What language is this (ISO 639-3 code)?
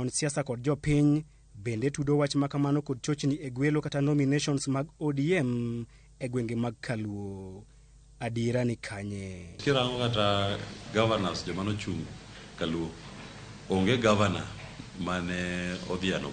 luo